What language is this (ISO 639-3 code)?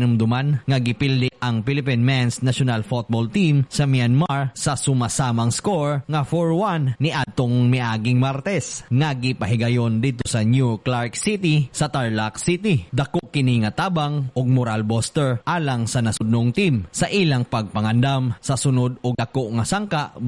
ceb